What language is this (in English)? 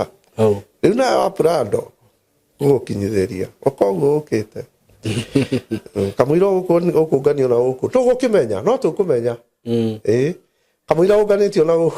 Kikuyu